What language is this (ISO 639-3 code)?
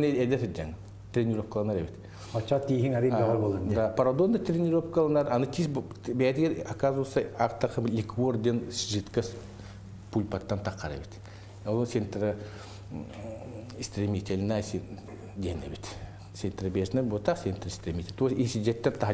sah